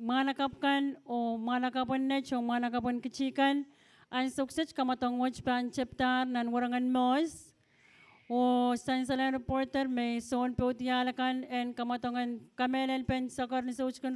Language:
Pohnpeian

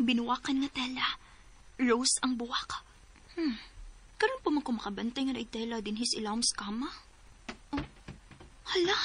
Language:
Cebuano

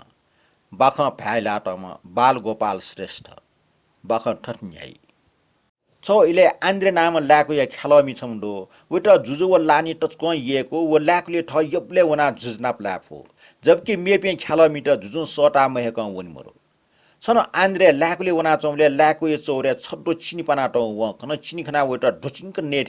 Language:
Newari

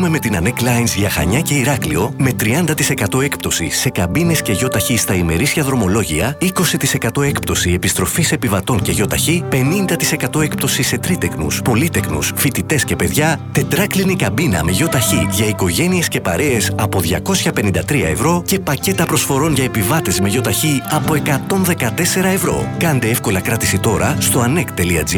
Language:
Greek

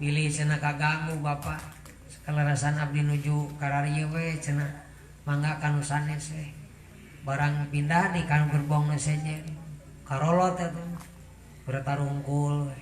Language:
Sundanese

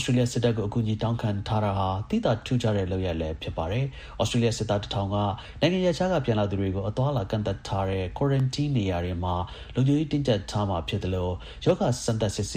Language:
Burmese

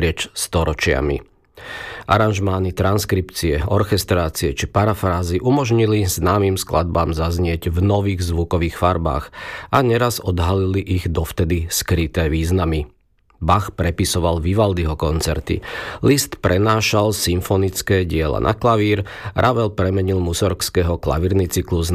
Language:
Slovak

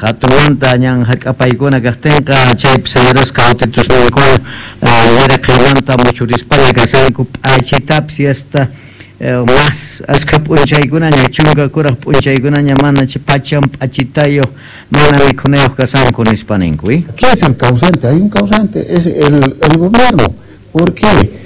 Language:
South Bolivian Quechua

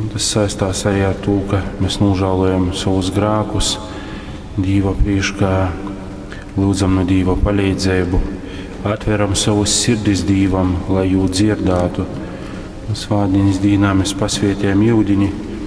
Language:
Latgalian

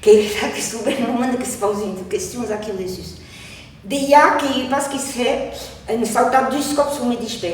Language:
Occitan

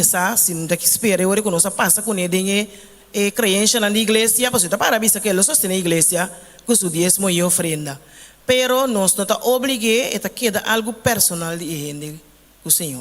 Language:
Papiamento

